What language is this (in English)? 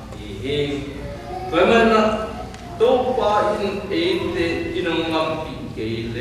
Tedim Chin